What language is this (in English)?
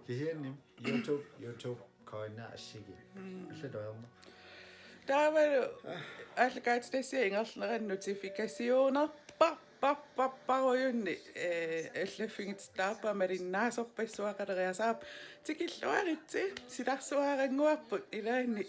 Kalaallisut